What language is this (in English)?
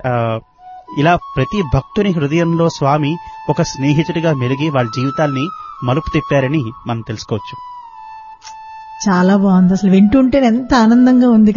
Telugu